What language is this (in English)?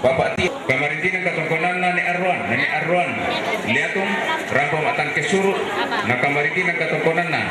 Toraja-Sa'dan